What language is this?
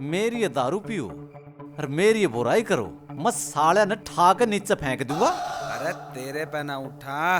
Haryanvi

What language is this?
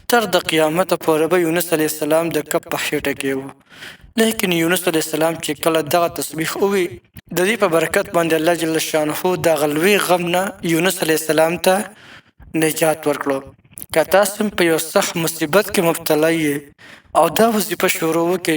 Pashto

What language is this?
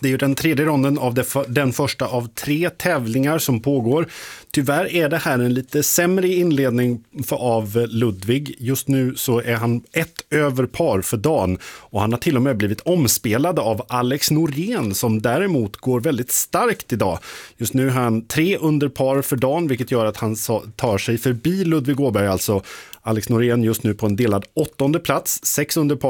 Swedish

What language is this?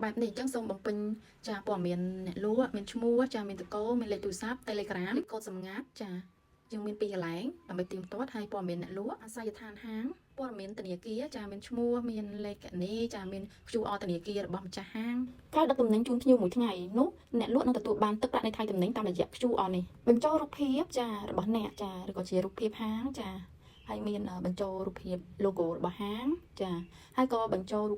Khmer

